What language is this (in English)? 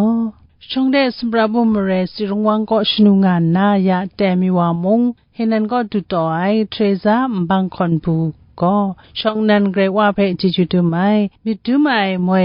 Kachin